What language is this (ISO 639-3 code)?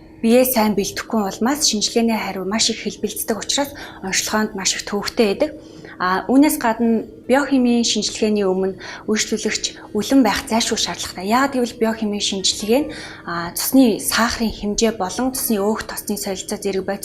mon